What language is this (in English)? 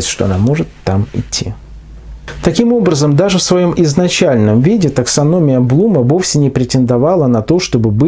Russian